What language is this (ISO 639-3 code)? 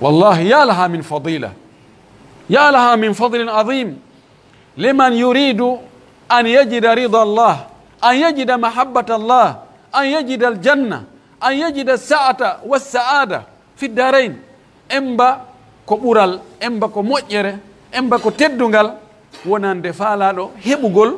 fuf